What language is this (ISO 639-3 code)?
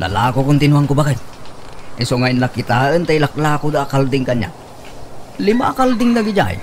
ilo